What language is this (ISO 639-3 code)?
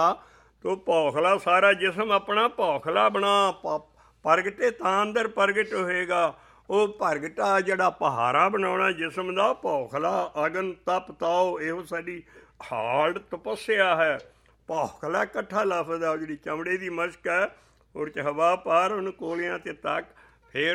pan